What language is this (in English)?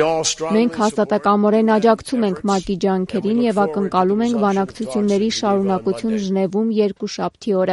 Armenian